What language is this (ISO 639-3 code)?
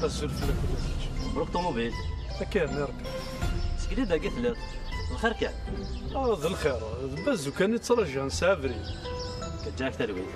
kab